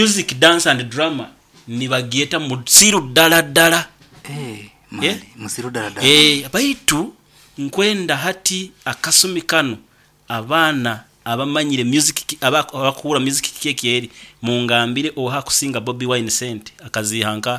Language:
Nyoro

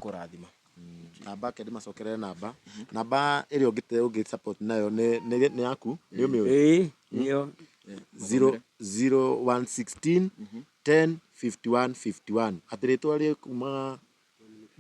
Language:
Kikuyu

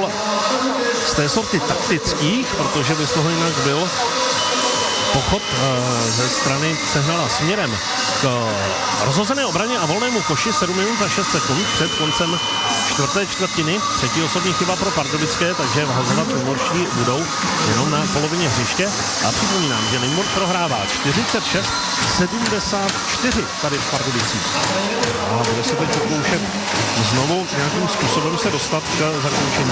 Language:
Czech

